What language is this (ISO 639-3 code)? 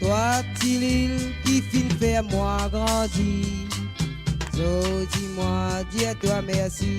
mfe